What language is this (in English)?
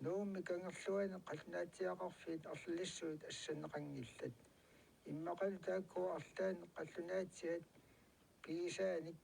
Kalaallisut